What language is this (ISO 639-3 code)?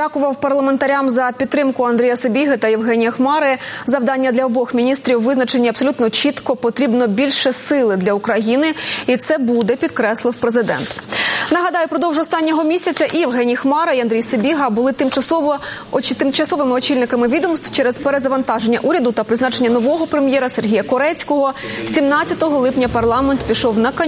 ukr